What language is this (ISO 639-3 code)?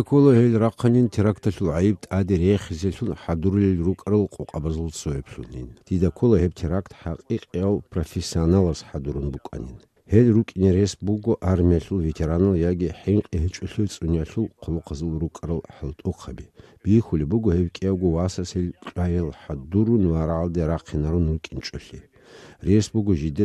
ava